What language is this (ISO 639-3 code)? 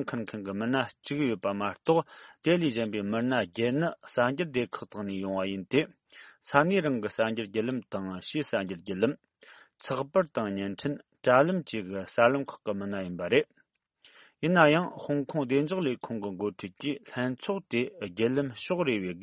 bod